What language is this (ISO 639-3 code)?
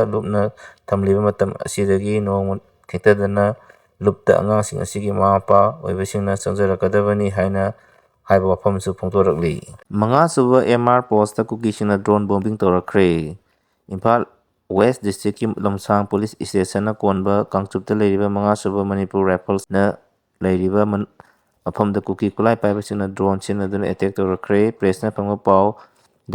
mni